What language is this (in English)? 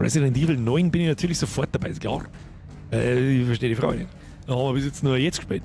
Bavarian